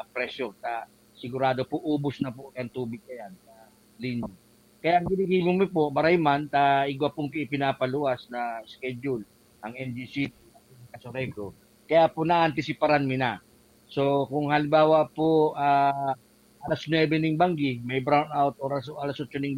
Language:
Bikol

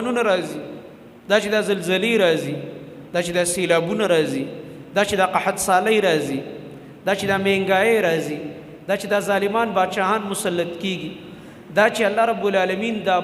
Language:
Pashto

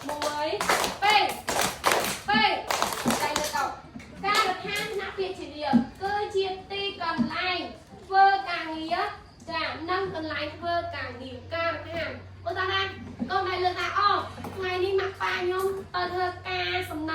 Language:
Khmer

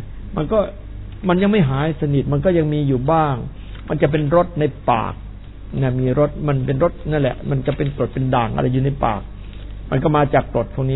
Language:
Thai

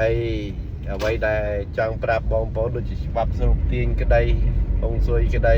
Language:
Khmer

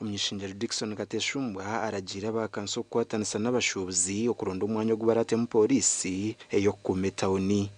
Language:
Nyankole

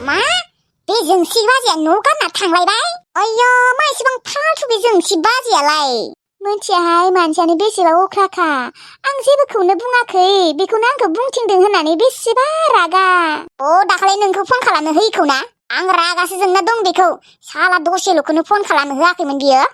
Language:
Bodo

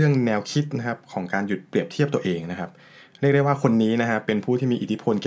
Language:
Thai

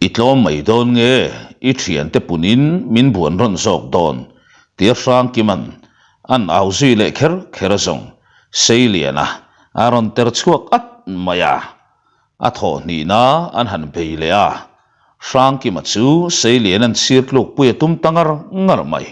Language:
Mizo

